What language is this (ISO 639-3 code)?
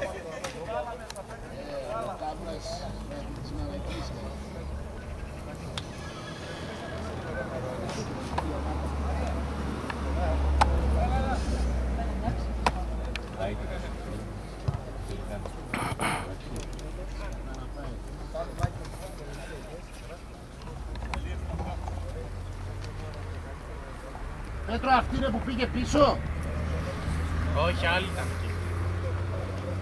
ell